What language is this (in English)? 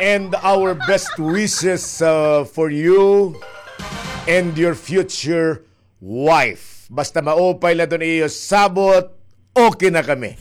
Waray